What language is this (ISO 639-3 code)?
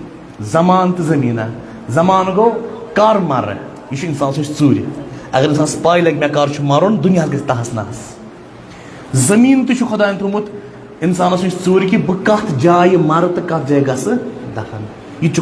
kas